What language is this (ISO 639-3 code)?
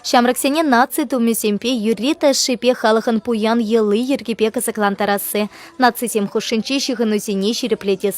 chv